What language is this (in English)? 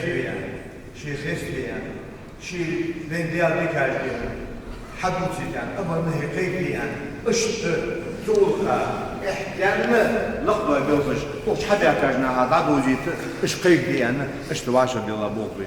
Ingush